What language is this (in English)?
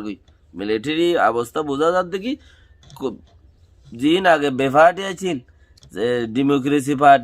Rohingya